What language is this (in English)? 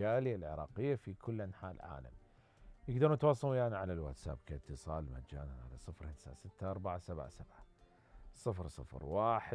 Mesopotamian Arabic